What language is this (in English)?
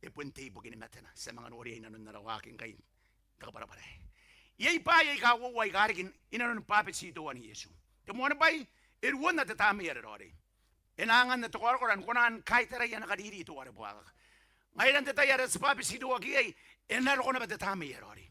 Gilbertese